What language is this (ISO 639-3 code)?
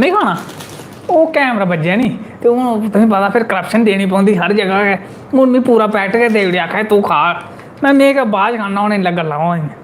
doi